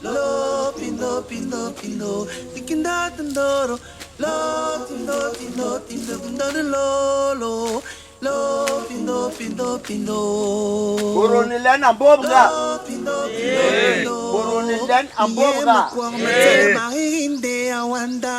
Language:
Basaa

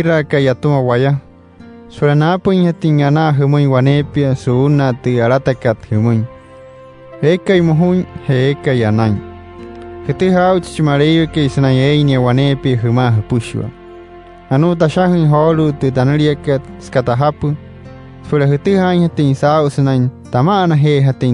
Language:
Wayuu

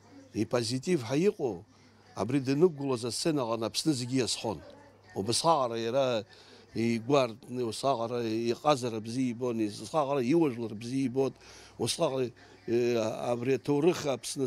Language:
Abkhazian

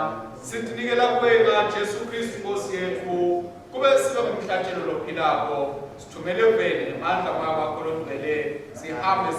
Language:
Swati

